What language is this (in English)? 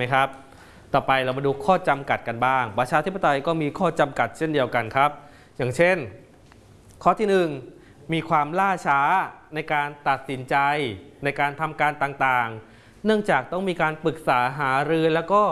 Thai